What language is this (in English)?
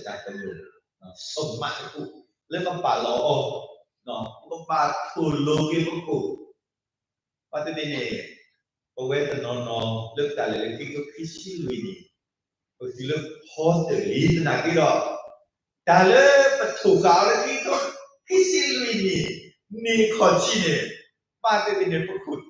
S'gaw Karen